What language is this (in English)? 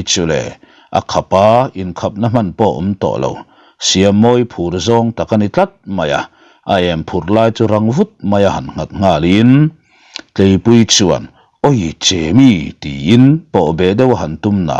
Mizo